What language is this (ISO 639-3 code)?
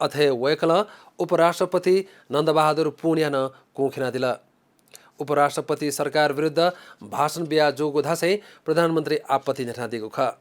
new